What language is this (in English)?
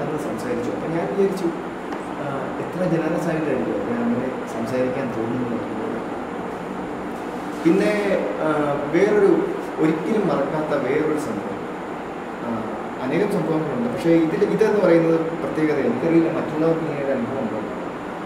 Malayalam